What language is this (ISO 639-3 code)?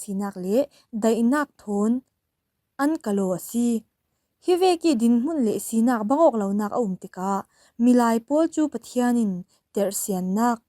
cfm